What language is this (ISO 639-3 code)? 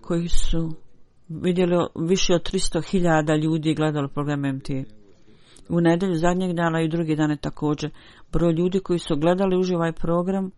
bos